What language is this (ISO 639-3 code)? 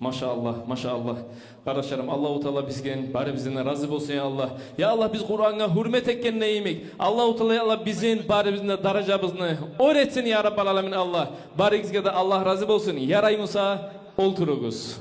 kum